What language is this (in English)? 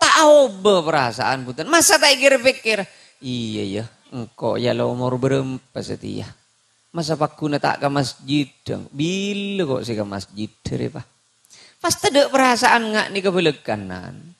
Madurese